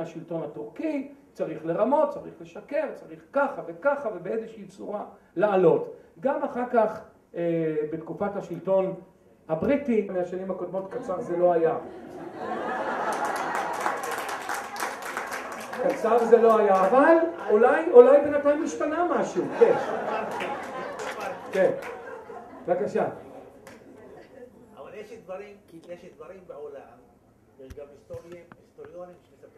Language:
Hebrew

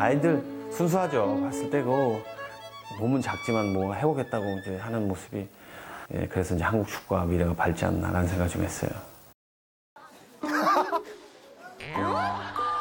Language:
Korean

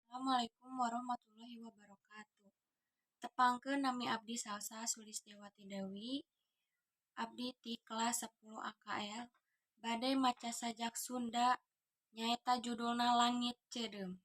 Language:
Sundanese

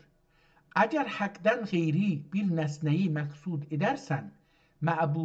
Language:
South Azerbaijani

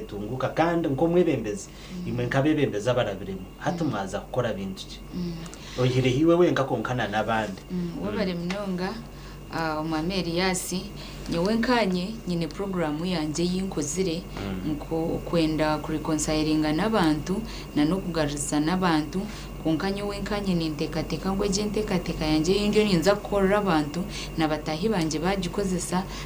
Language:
Nyankole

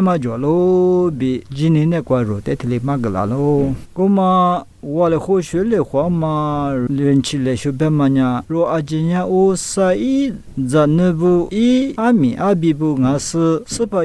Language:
Lisu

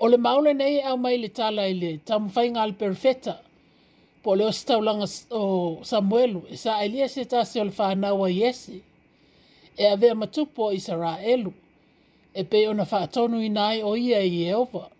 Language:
Samoan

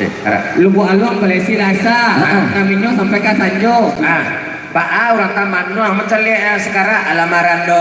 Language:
Minangkabau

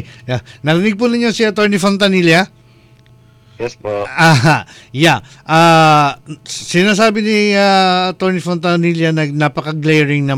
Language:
Filipino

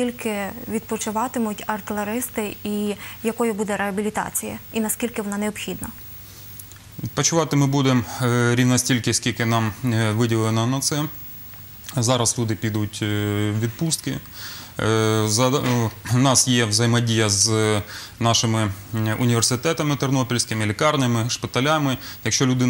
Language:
Ukrainian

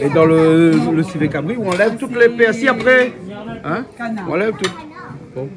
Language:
Réunion Creole French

